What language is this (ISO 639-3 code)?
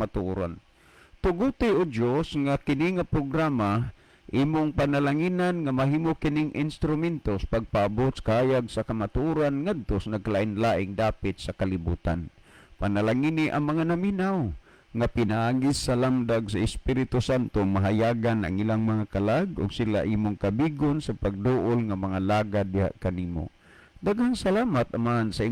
ceb